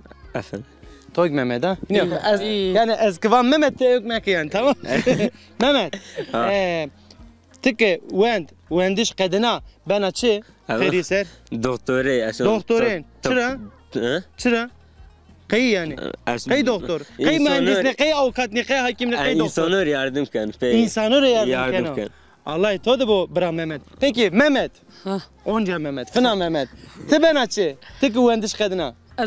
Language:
Zaza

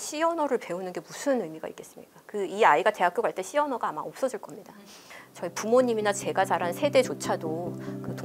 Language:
Korean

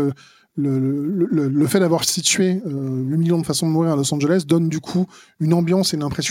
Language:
French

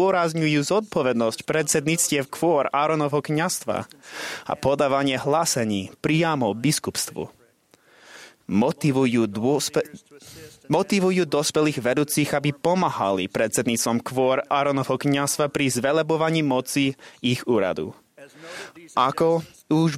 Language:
Slovak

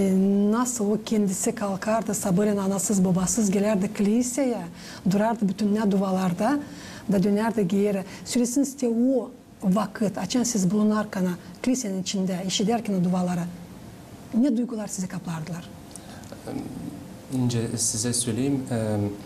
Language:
Gagauz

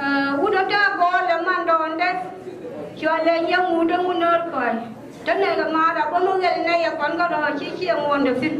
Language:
Nuer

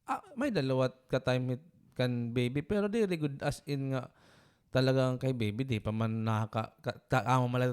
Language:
Waray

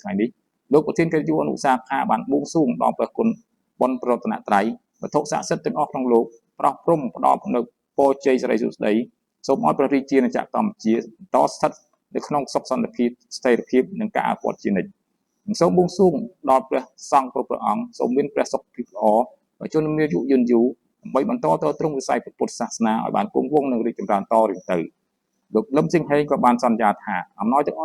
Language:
Khmer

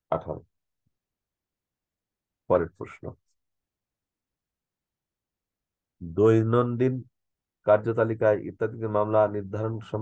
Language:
Bangla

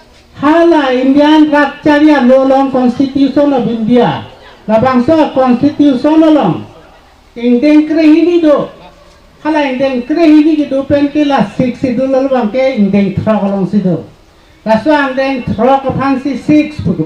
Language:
Karbi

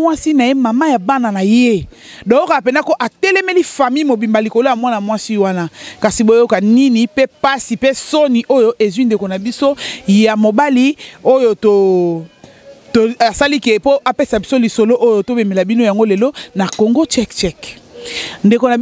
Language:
Lingala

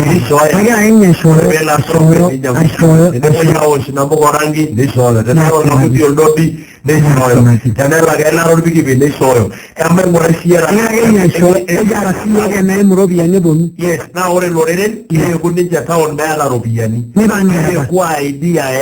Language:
Masai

